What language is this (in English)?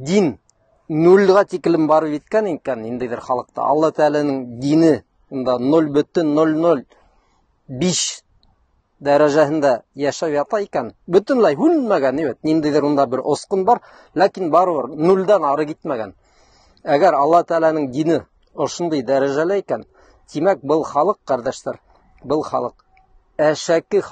Bashkir